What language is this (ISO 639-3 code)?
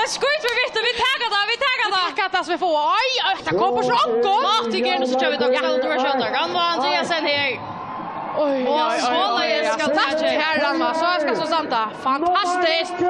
fao